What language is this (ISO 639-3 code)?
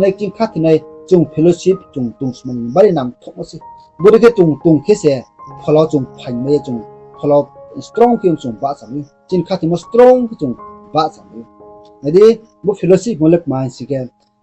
ria